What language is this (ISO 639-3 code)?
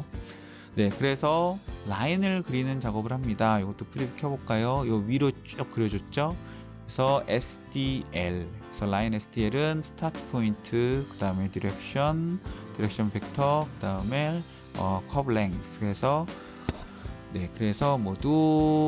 kor